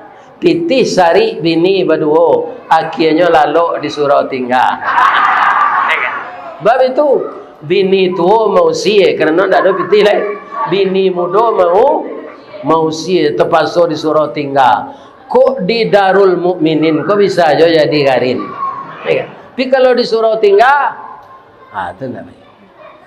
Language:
Minangkabau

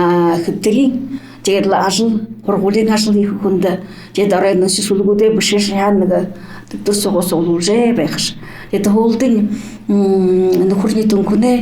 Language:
Buriat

